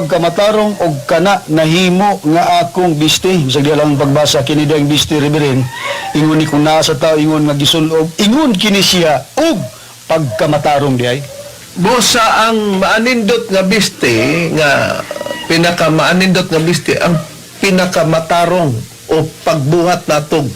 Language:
Cebuano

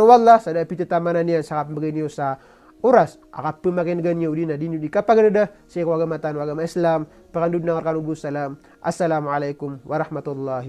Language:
Maranao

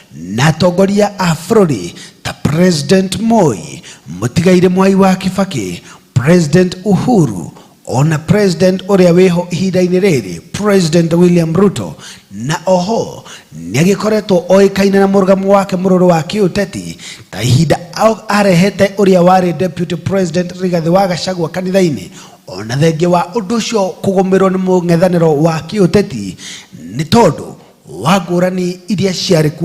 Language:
Kikuyu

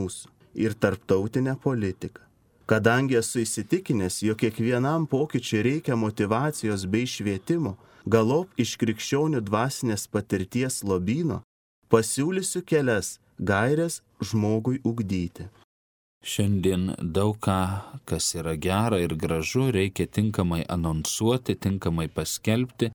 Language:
Lithuanian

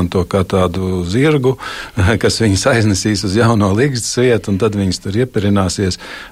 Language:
Latvian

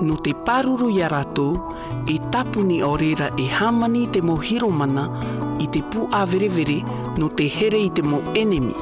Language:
Tahitian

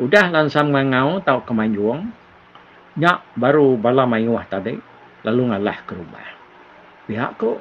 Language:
Iban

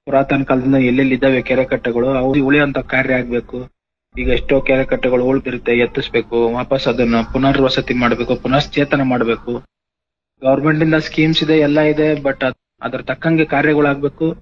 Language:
Kannada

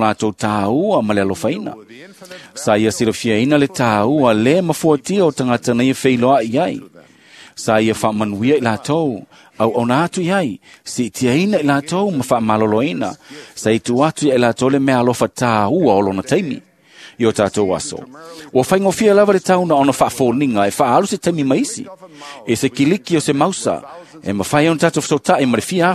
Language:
Samoan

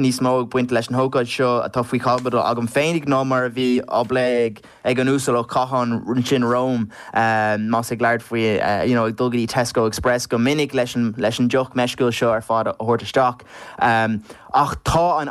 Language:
Irish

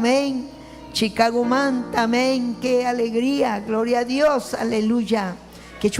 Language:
Ayacucho Quechua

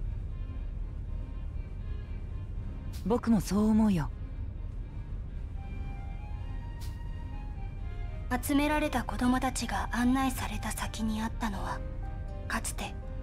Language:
Japanese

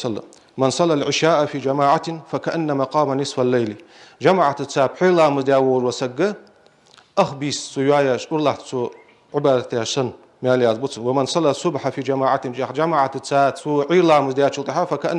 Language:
Ingush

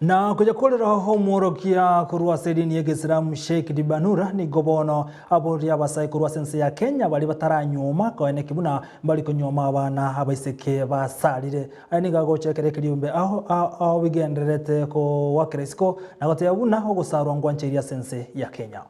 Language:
Gusii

